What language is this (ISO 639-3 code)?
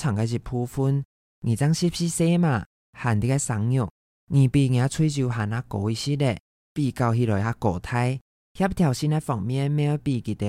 hak